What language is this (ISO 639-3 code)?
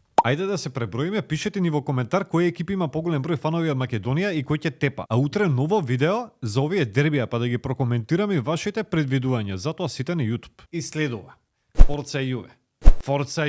mkd